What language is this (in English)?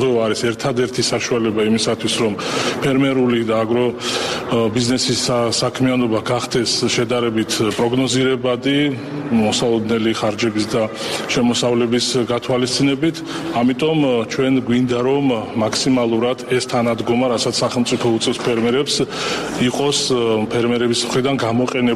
Georgian